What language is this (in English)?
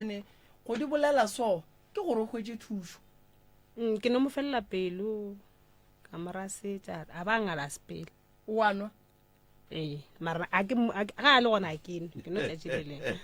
Northern Sotho